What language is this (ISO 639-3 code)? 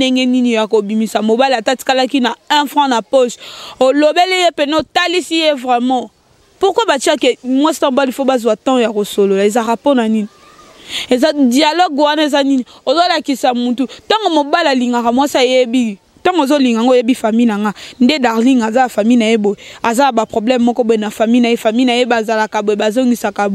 lin